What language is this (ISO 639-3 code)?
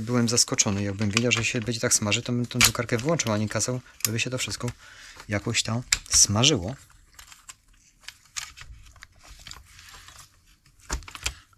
pol